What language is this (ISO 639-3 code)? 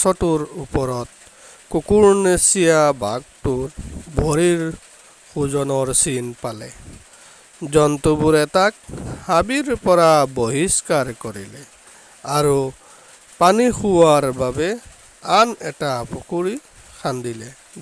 asm